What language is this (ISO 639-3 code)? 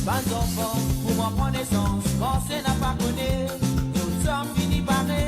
mfe